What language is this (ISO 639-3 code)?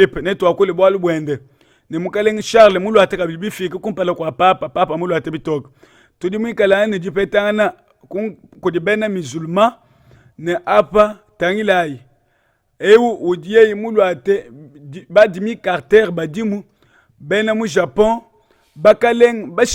lua